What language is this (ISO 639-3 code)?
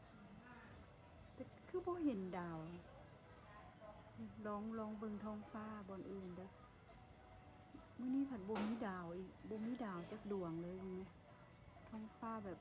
lao